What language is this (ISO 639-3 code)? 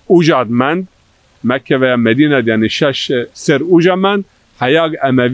zza